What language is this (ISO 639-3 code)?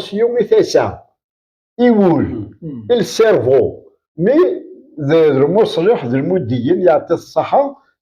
kab